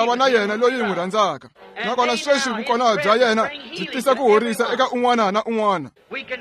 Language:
Tsonga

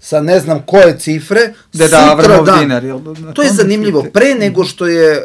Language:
Serbian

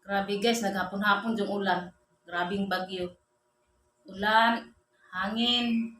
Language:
Cebuano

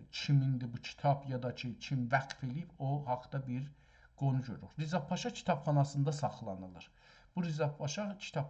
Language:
South Azerbaijani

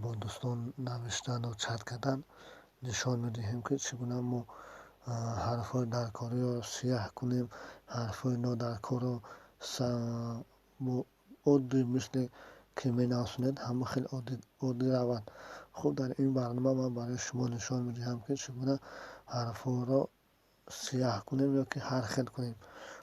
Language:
Tajik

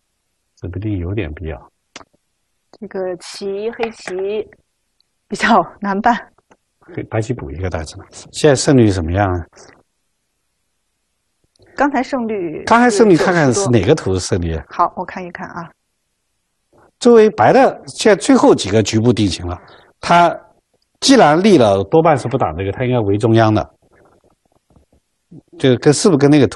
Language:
Chinese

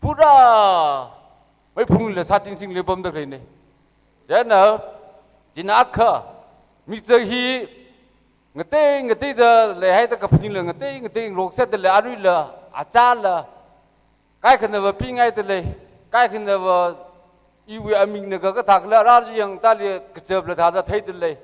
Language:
Tangkhul Naga (India)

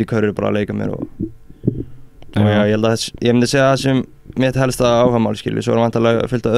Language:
Icelandic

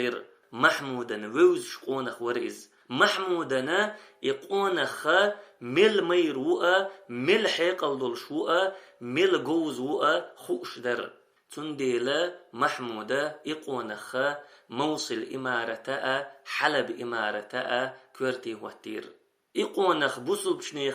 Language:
Chechen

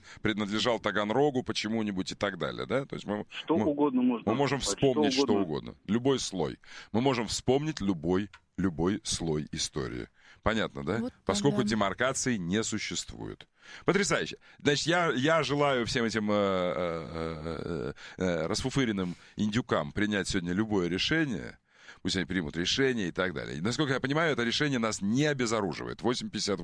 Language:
Russian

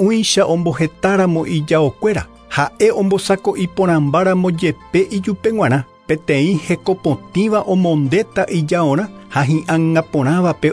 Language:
Guarani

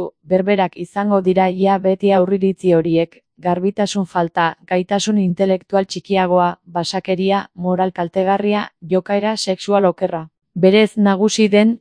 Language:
Basque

